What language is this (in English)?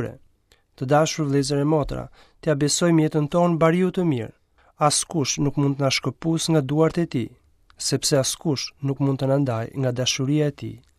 Albanian